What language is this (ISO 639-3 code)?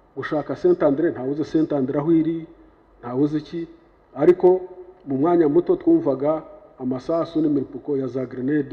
kin